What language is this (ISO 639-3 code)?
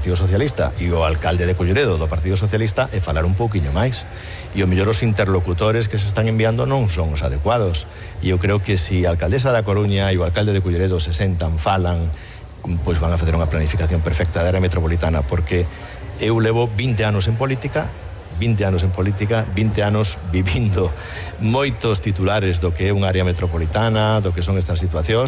glg